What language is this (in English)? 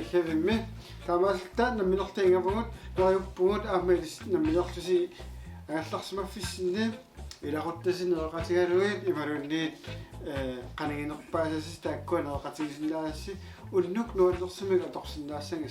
Kalaallisut